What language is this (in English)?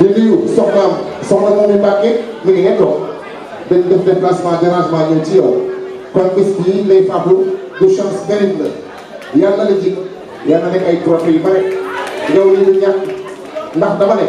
Wolof